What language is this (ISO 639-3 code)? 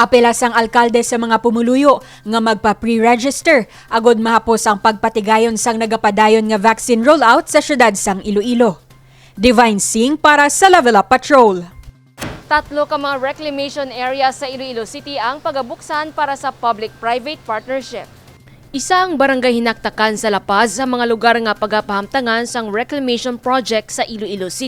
hil